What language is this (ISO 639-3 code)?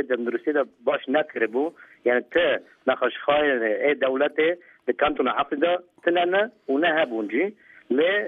kur